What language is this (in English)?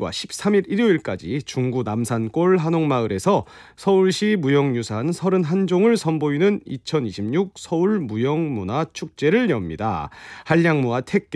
Korean